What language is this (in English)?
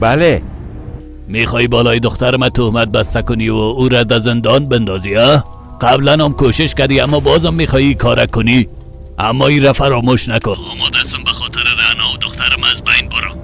Persian